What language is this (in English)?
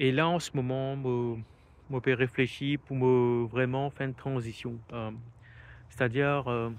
Morisyen